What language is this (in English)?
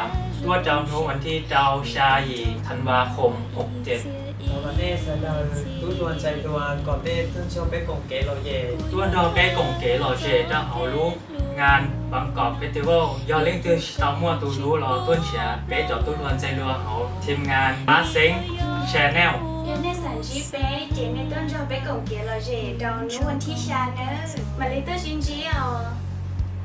Hmong